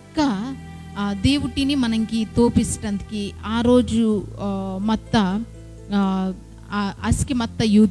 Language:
Koya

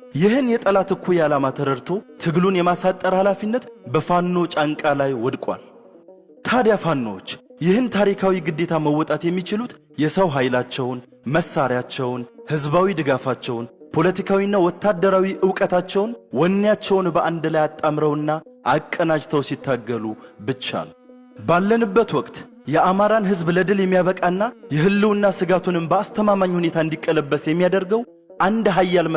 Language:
Amharic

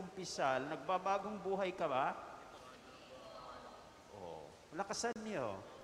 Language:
Filipino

